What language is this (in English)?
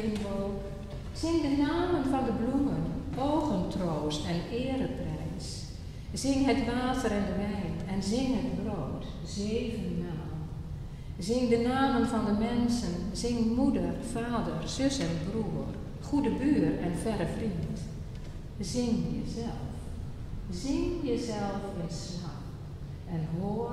Dutch